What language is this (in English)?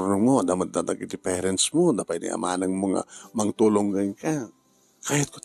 Iloko